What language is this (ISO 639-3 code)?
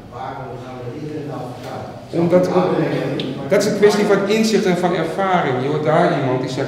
nld